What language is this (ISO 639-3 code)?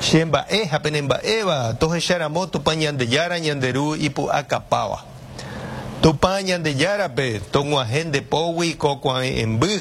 grn